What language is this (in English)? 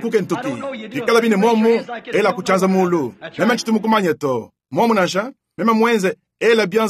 Luba-Lulua